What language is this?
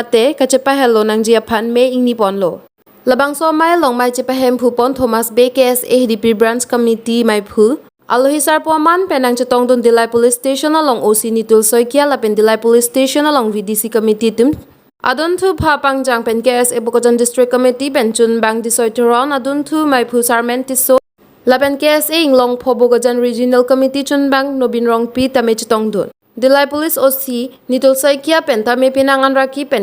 Karbi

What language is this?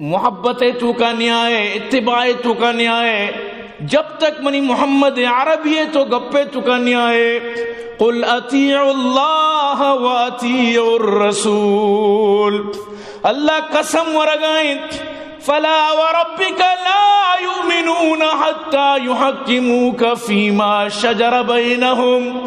Eastern Balochi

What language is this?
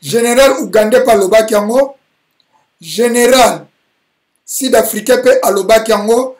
Lingala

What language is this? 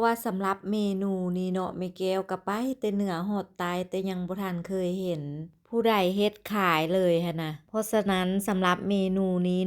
Lao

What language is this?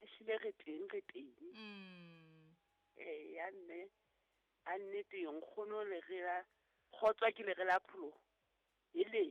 Southern Sotho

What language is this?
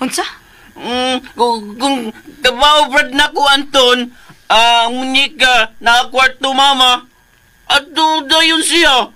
Cebuano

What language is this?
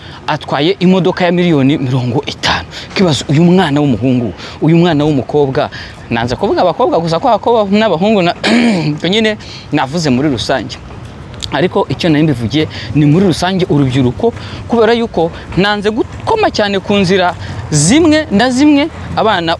Kinyarwanda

